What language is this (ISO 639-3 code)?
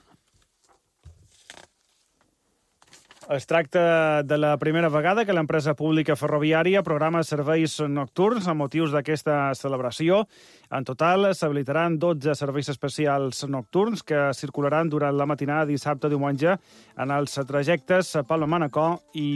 cat